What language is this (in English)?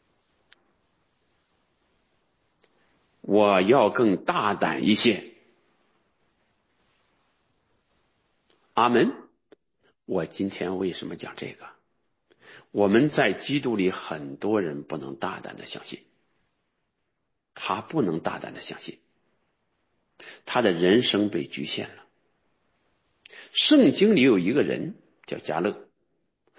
Chinese